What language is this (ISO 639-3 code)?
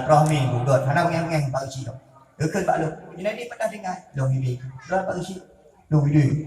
ace